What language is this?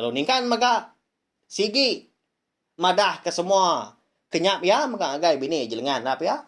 Iban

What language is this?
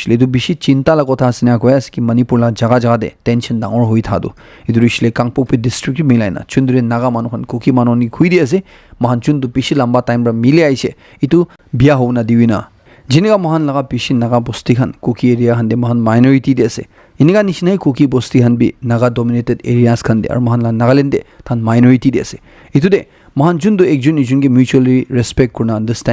Naga Pidgin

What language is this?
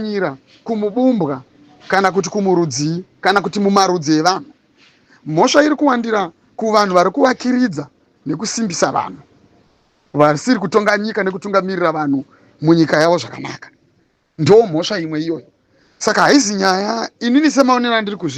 Shona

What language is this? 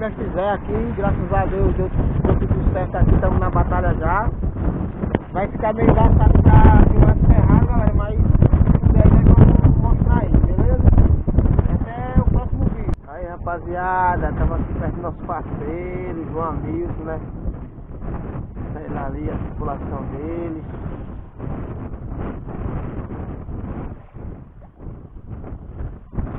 Portuguese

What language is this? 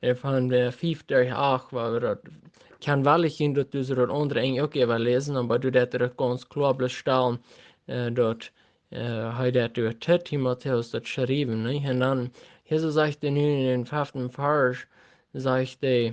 Plautdietsch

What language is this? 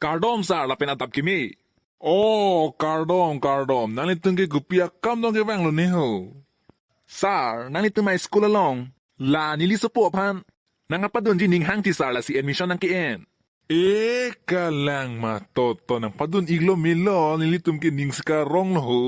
Karbi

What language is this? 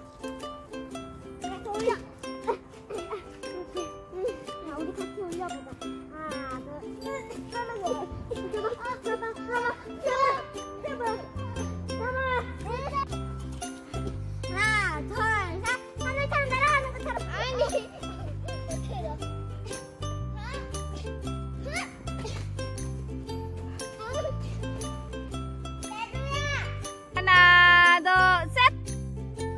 Korean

